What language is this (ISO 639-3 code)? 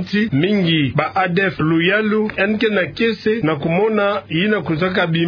ktu